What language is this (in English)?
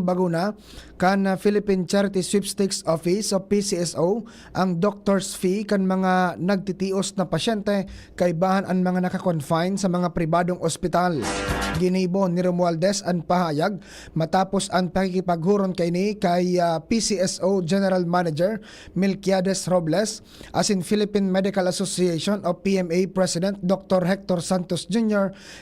Bikol